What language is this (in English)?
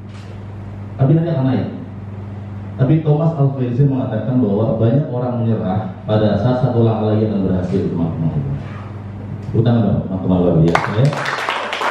Indonesian